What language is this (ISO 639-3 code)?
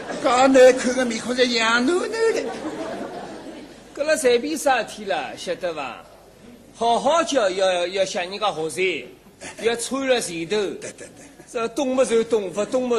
wuu